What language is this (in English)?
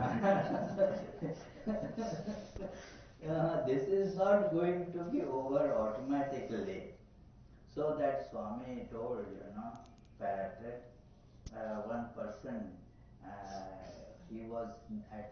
English